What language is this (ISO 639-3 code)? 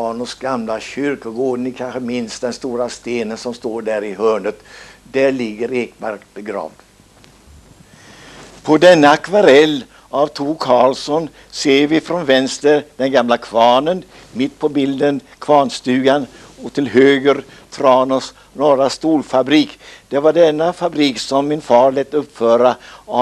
swe